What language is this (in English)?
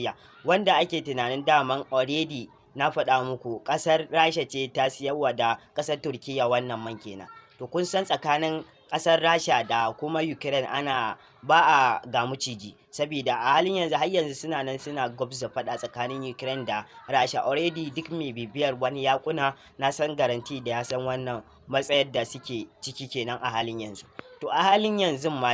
Hausa